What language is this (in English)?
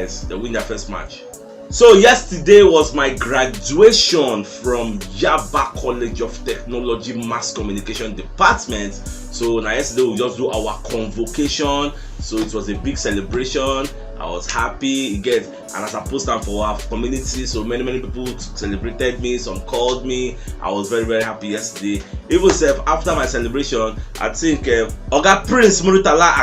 Nigerian Pidgin